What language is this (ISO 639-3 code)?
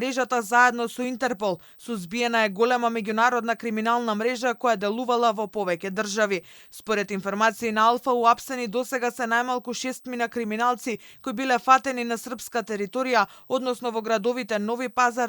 mkd